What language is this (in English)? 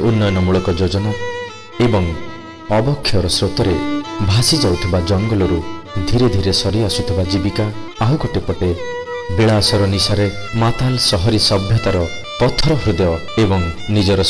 Odia